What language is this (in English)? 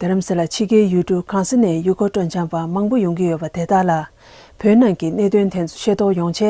Tibetan